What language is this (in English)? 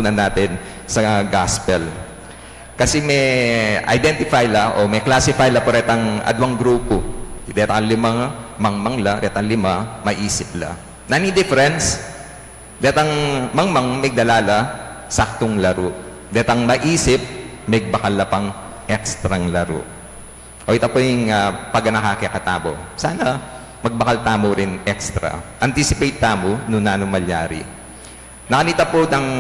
Pampanga